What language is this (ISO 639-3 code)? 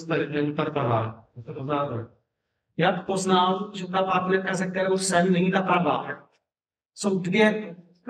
ces